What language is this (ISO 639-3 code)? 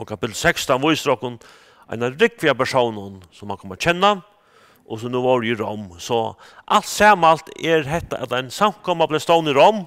fao